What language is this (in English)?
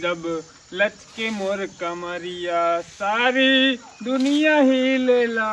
Awadhi